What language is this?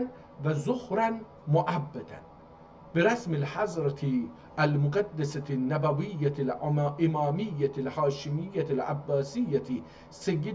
South Azerbaijani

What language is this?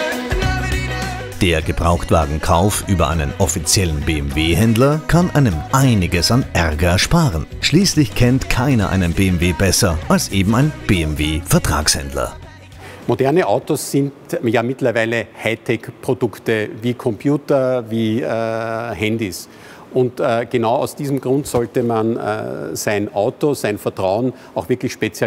German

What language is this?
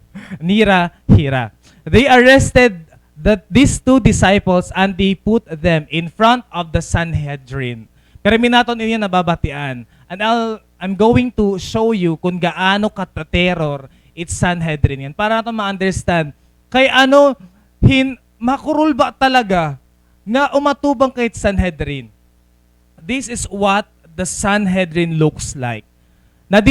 Waray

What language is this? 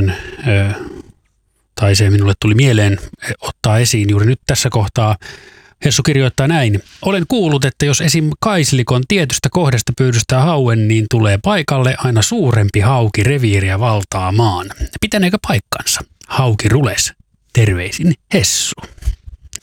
Finnish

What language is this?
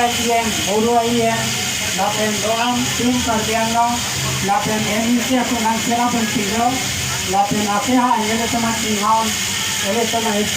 Karbi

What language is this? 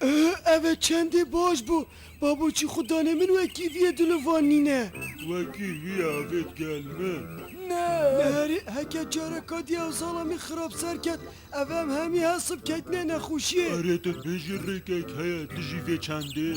Kurdish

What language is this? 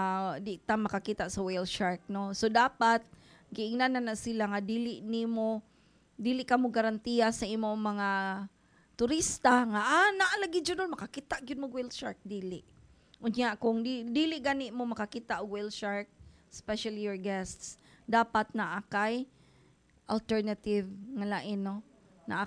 Cebuano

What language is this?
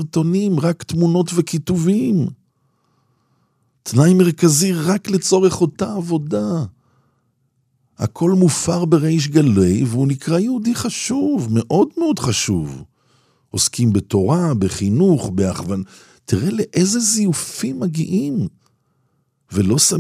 Hebrew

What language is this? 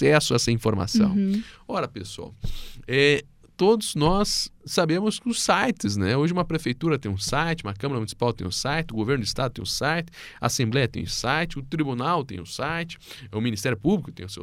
Portuguese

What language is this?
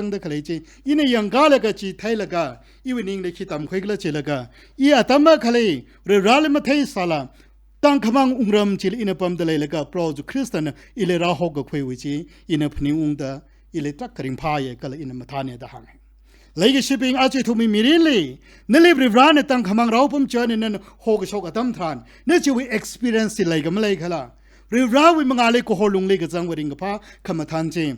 Tangkhul Naga (India)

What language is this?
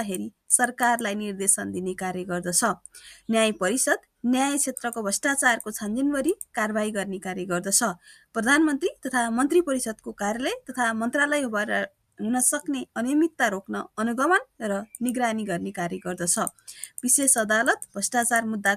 Nepali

